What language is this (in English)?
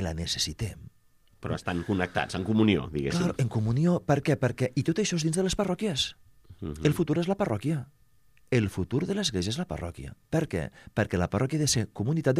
Catalan